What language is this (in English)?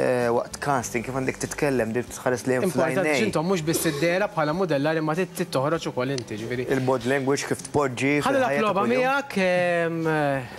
Maltese